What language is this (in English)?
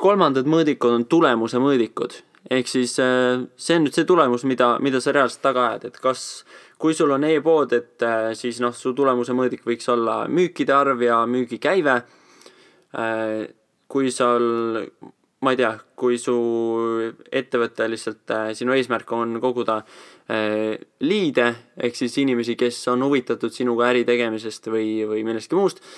Estonian